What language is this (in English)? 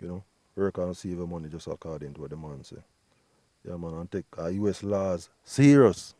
Jamaican Creole English